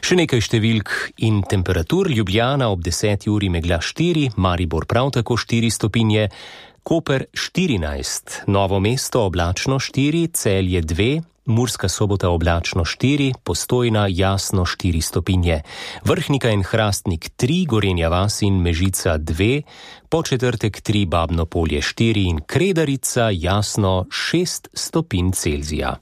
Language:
Slovenian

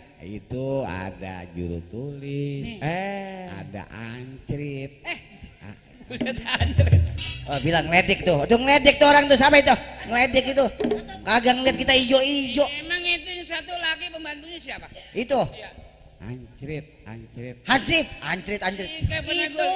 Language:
Betawi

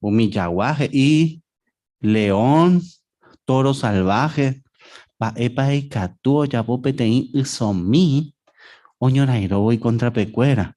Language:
Guarani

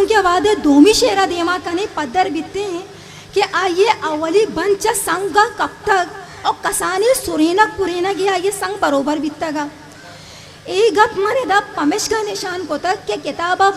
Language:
Eastern Balochi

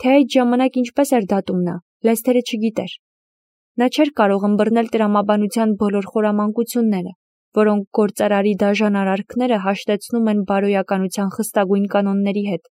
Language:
Armenian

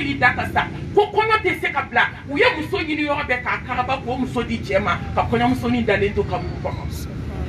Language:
Bambara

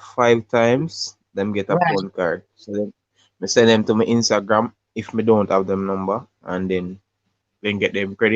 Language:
Jamaican Creole English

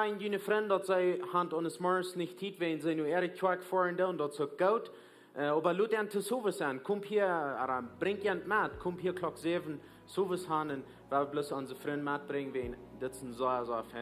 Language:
Plautdietsch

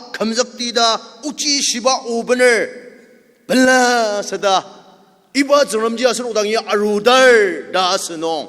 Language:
Ao Naga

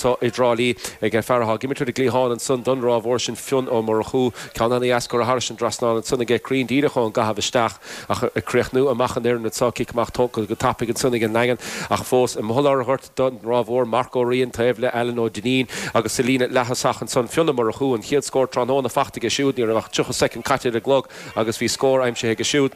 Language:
Irish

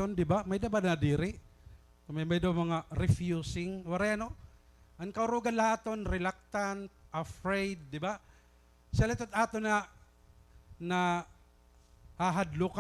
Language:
Waray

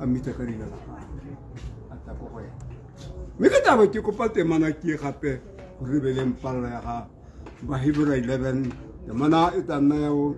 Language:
Tswana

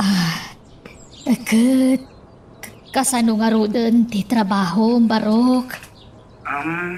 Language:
Iloko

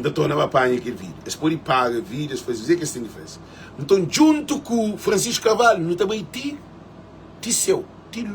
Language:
Kabuverdianu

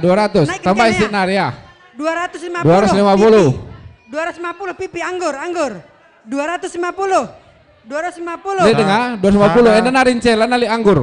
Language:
Batak Karo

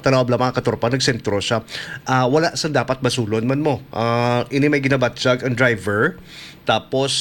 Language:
Hiligaynon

